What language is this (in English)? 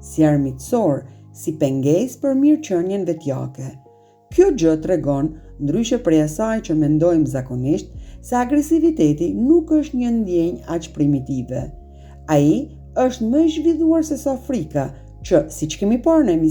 Albanian